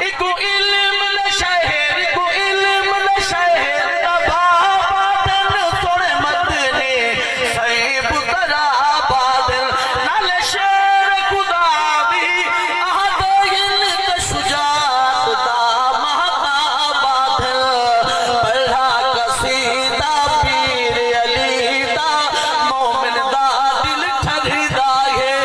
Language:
Saraiki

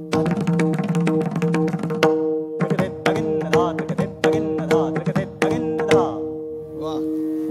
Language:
Marathi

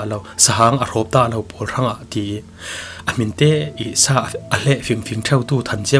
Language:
Falam Chin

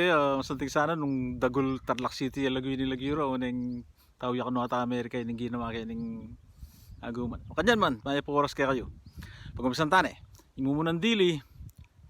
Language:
Pampanga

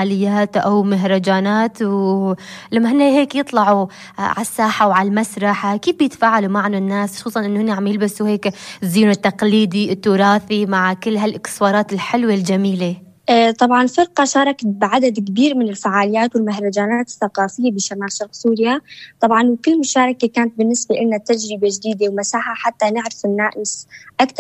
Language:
North Levantine Arabic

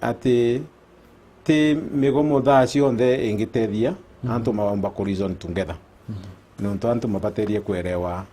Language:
Meru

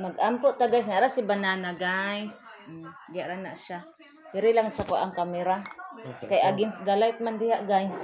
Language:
Cebuano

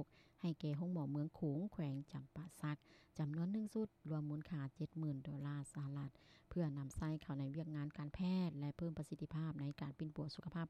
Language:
Lao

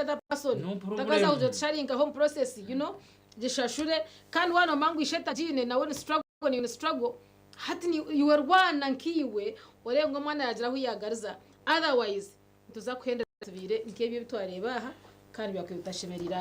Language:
Nyankole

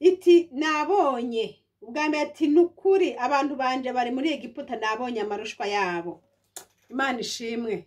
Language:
Rundi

